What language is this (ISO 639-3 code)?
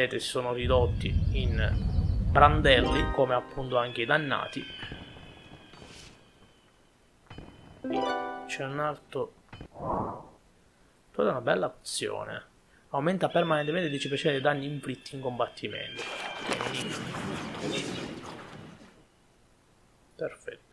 ita